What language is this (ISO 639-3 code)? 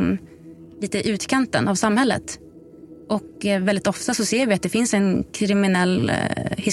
swe